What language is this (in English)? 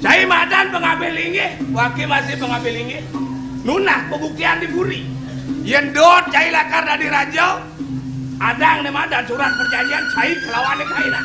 Balinese